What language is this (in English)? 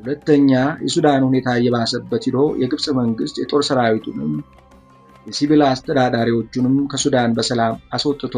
Amharic